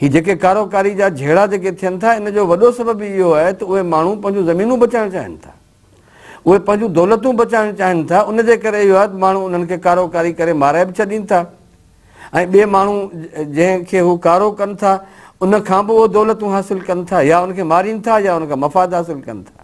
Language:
Sindhi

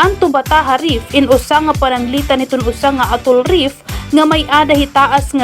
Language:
Waray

